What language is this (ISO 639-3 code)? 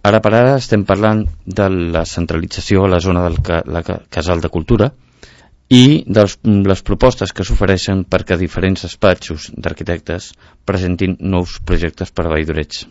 cat